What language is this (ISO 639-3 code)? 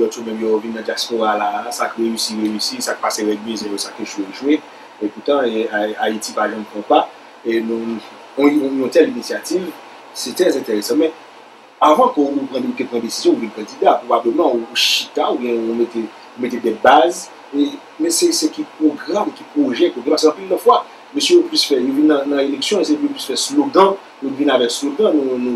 hat